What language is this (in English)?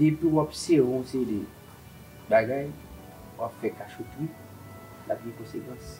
Haitian Creole